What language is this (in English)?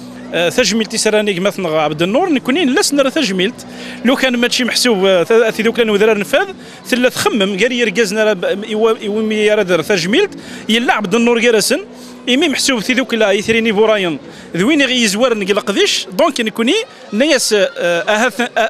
Kabyle